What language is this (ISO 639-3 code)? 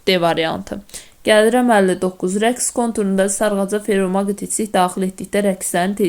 aze